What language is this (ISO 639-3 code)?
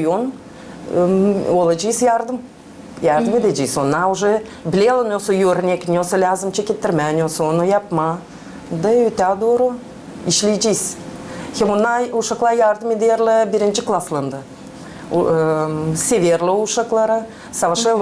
gag